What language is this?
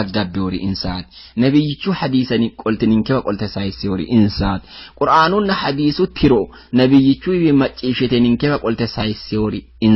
Sidamo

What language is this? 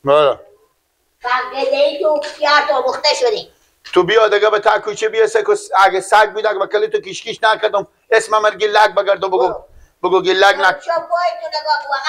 Persian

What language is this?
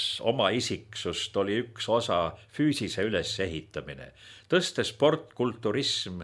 Estonian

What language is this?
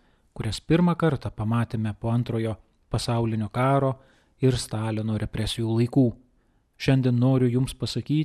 Lithuanian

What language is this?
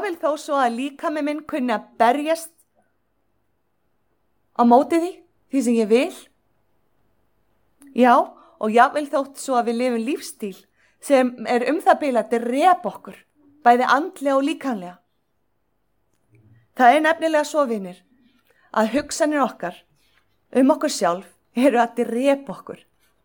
Icelandic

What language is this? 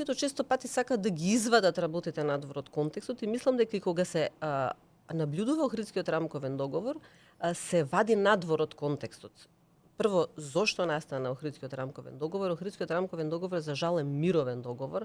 Macedonian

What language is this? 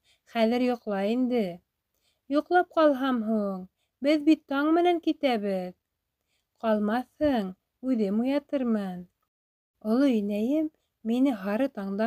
Bashkir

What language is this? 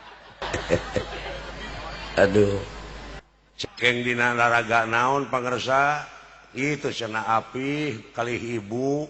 Sundanese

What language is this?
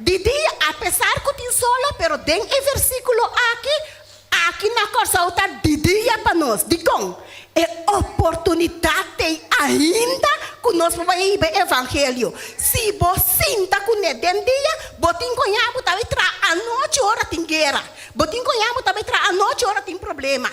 Papiamento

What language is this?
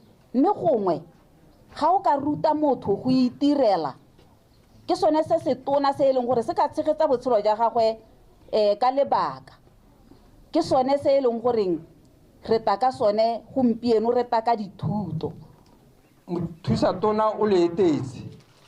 Tswana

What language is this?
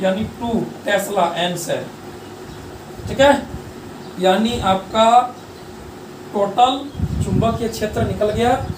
Hindi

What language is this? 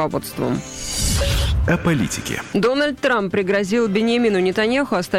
Russian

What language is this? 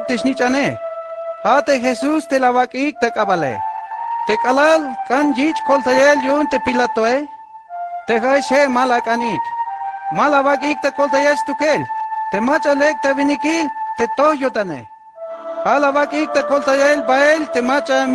Tzeltal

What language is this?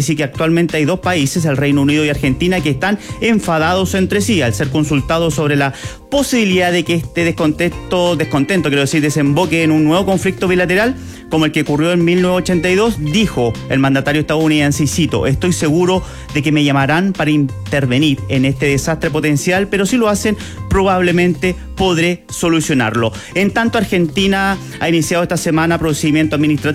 Spanish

